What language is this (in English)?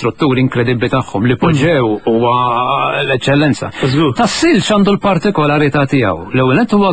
Maltese